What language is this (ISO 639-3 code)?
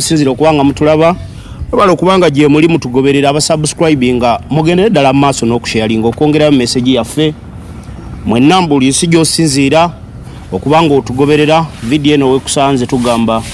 lug